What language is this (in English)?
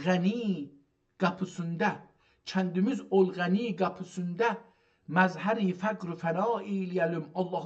South Azerbaijani